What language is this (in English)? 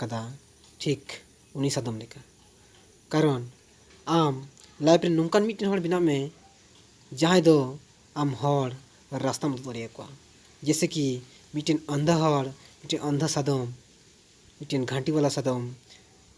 Santali